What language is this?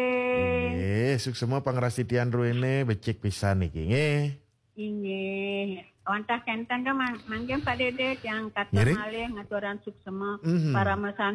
Balinese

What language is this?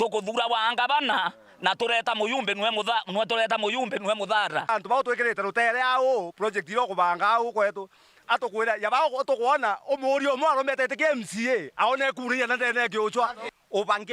Meru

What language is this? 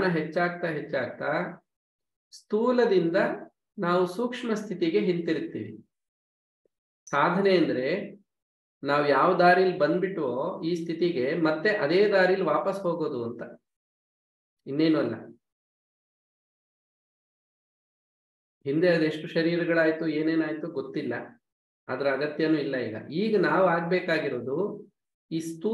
Kannada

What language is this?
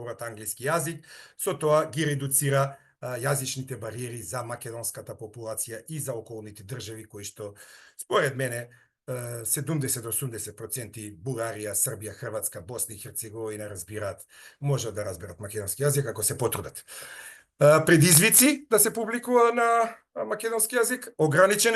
Macedonian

